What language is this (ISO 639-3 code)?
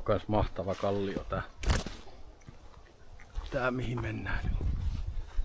fin